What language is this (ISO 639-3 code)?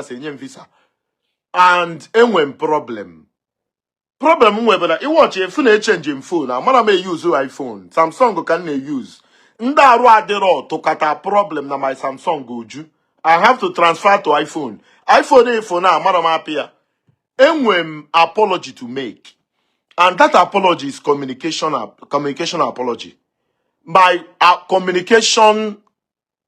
ibo